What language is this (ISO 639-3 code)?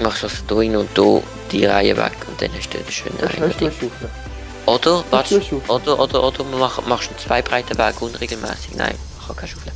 gsw